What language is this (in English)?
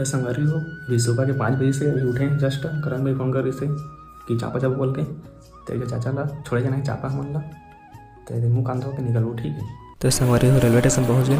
Chhattisgarhi